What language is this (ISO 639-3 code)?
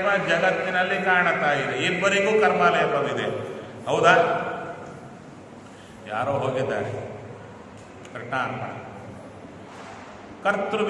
kan